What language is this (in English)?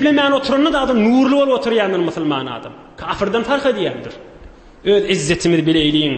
Turkmen